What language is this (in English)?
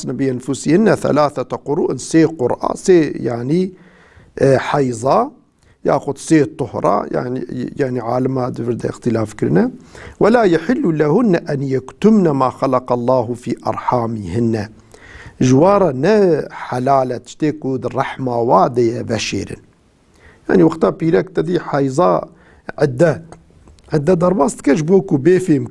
Kurdish